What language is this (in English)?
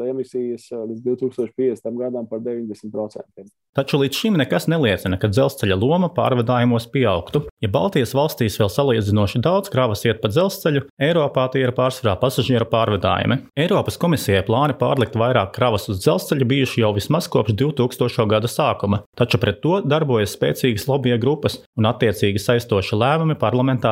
Latvian